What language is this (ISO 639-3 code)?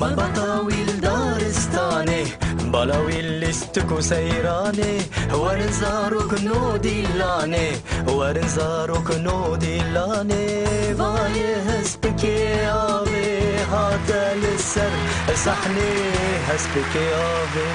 kur